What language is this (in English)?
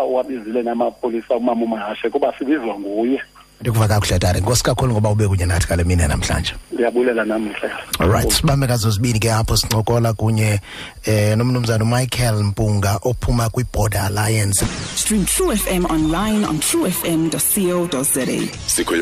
Xhosa